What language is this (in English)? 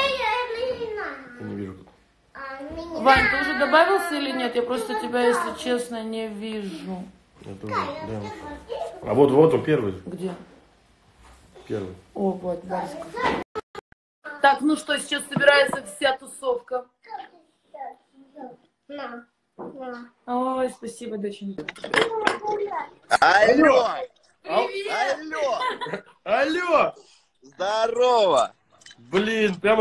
Russian